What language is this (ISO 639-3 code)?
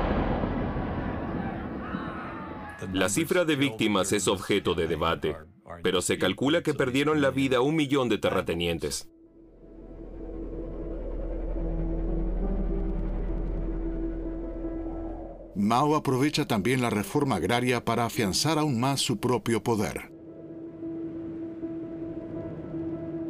spa